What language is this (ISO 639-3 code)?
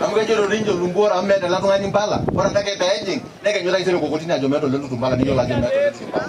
mas